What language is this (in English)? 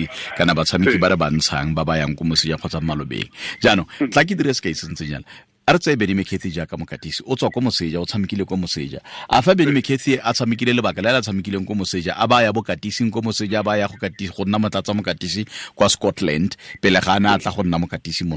Tswana